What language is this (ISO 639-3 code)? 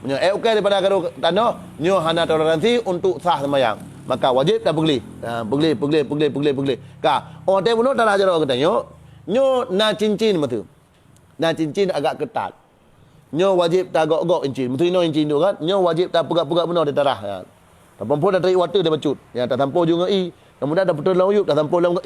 ace